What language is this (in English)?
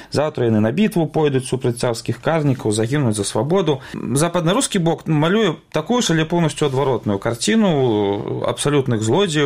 Belarusian